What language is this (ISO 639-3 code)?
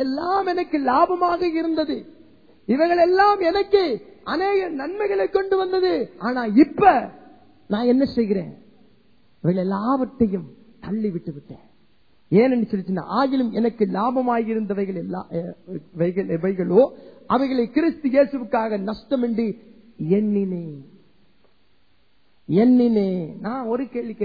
tam